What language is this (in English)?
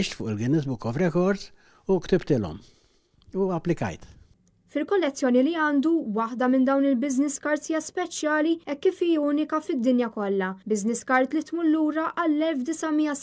Maltese